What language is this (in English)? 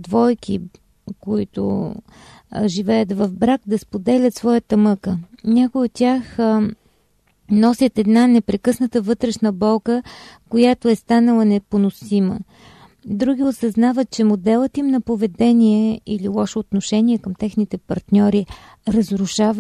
Bulgarian